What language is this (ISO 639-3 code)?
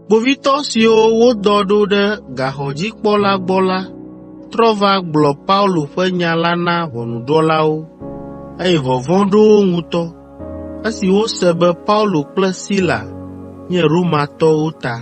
ewe